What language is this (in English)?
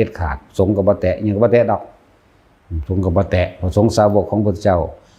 Lao